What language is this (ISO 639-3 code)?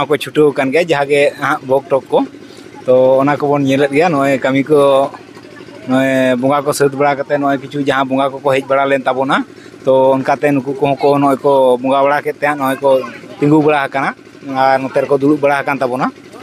sat